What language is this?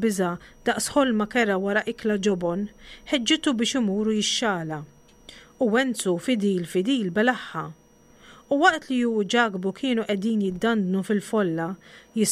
Maltese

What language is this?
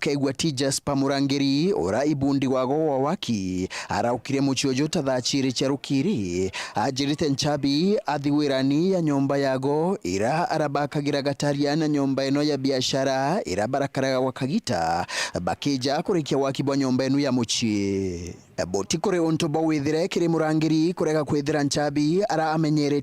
Meru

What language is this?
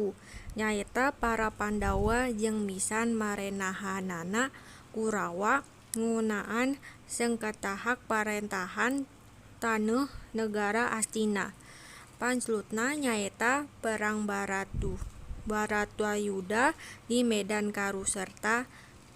Sundanese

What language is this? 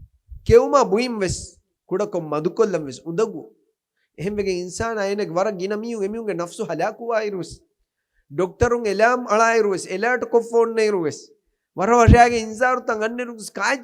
Divehi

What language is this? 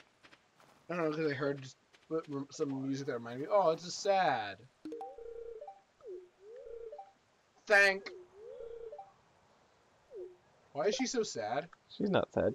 English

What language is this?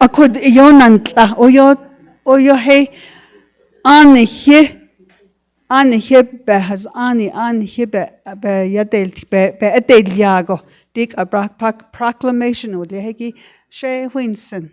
Navajo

